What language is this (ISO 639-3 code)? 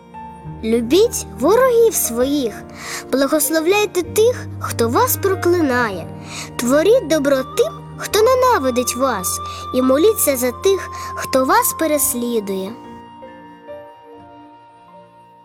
ukr